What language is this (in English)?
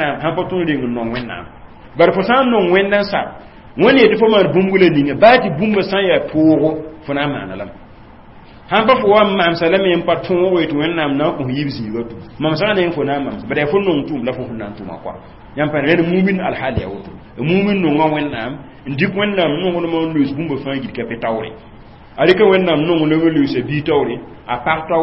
Mossi